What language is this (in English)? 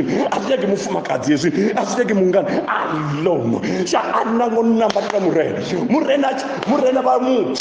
Venda